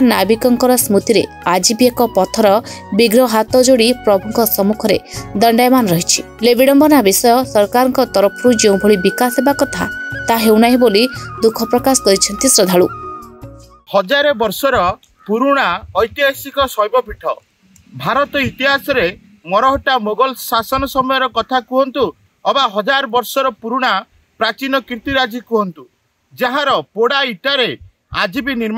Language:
Odia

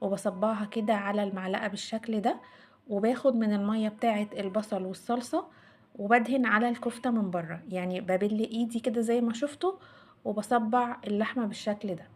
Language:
Egyptian Arabic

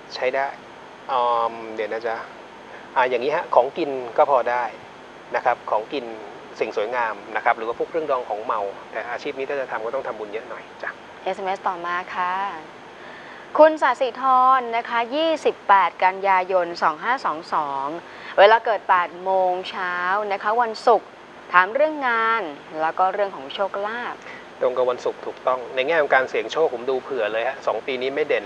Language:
Thai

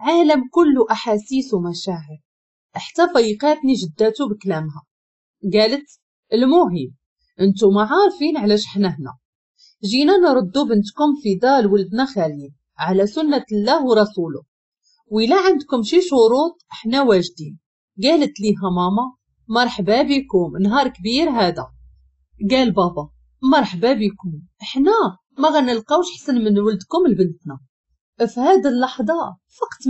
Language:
Moroccan Arabic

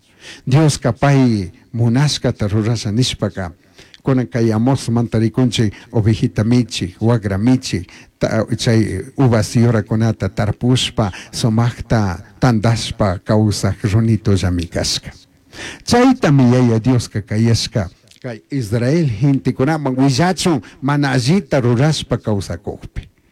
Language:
Chimborazo Highland Quichua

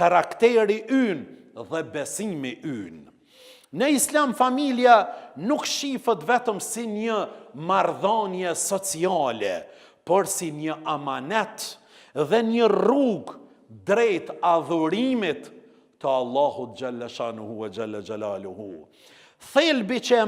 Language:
Albanian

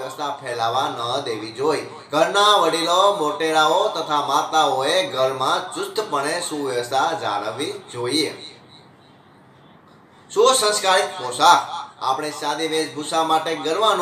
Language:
Gujarati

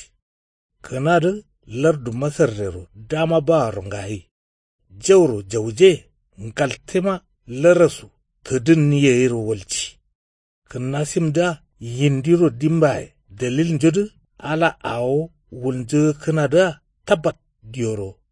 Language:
Kanuri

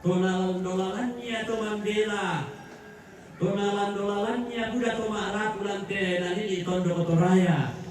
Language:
Toraja-Sa'dan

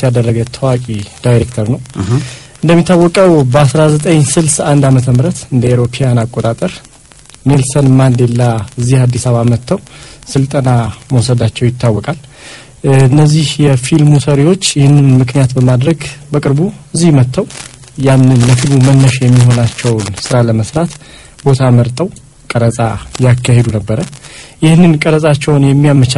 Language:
Amharic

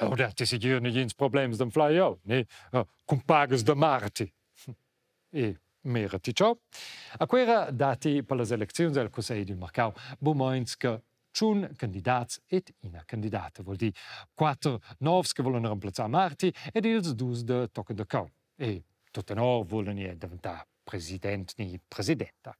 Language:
Romansh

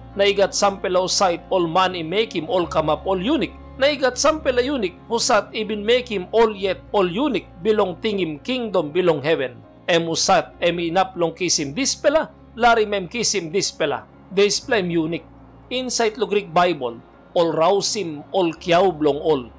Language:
Tok Pisin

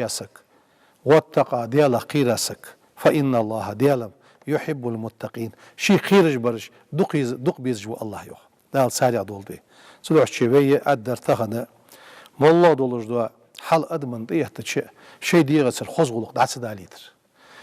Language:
Ingush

